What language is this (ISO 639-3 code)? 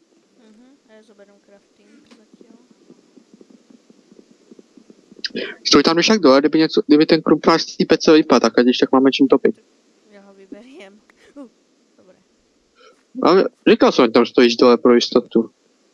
ces